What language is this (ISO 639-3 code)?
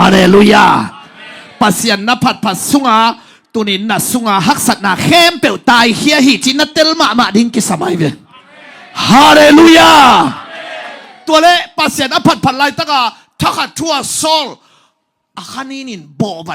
ctd